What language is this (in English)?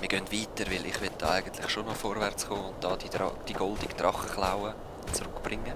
Swiss German